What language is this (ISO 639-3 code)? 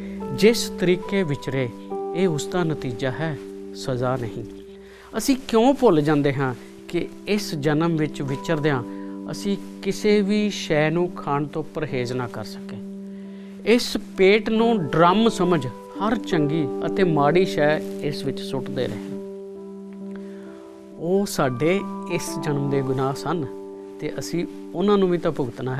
pan